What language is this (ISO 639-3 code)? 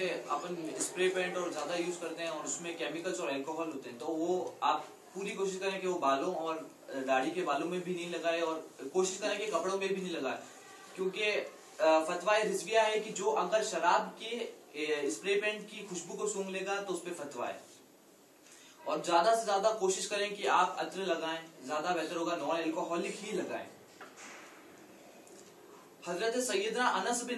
urd